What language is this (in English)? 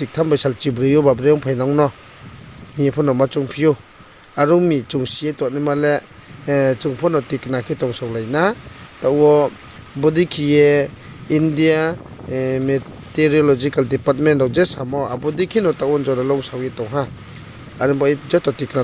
Riang (India)